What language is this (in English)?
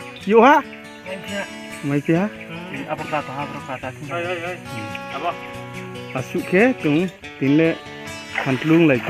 Riang (India)